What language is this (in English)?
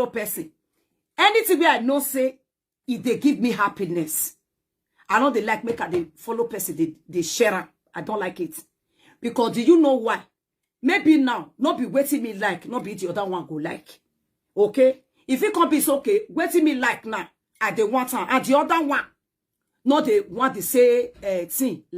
Nigerian Pidgin